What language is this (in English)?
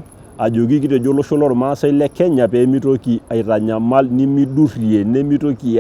Masai